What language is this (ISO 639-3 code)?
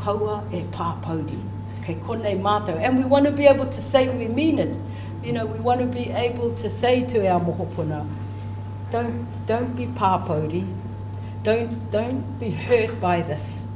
mri